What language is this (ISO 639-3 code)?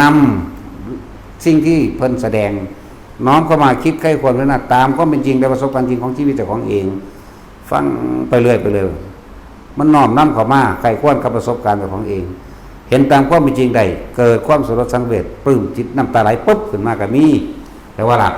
tts